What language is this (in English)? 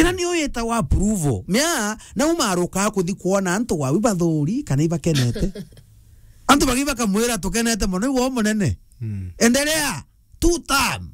Meru